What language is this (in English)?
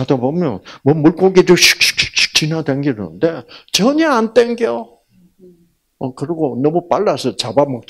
Korean